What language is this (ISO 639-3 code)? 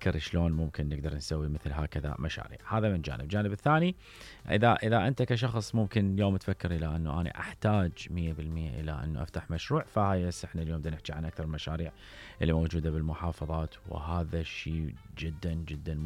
acm